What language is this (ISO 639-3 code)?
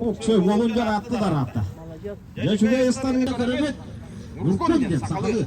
sah